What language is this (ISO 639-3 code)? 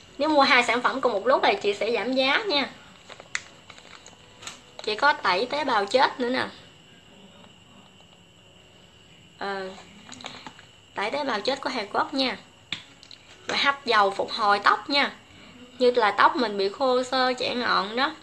vie